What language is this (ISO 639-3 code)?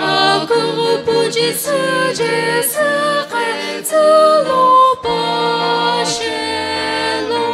nsm